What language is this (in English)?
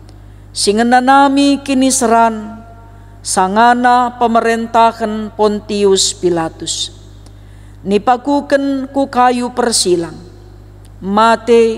Batak Karo